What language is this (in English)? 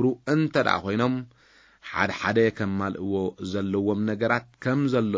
Tigrinya